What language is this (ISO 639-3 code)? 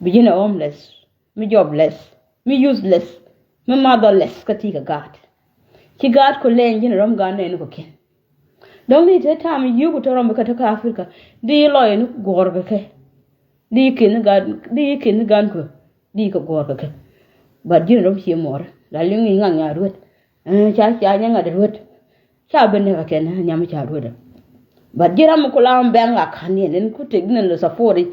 nus